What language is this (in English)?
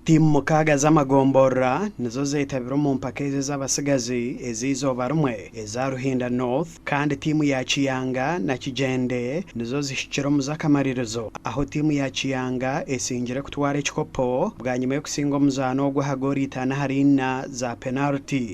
Nyankole